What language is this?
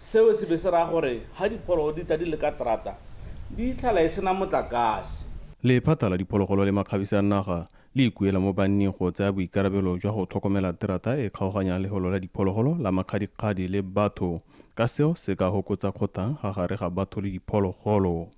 Tswana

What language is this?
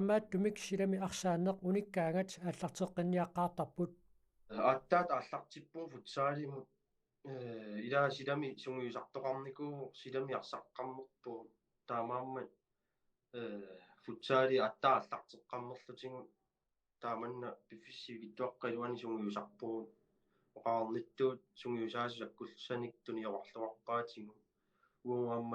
Kalaallisut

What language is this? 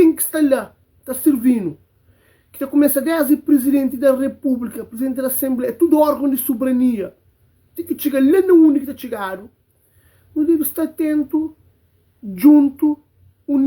Kabuverdianu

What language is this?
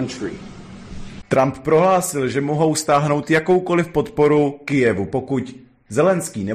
Czech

